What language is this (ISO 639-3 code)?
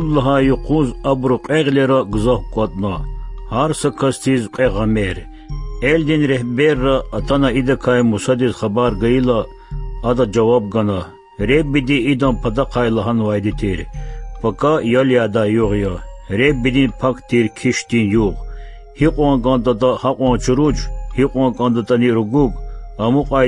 lez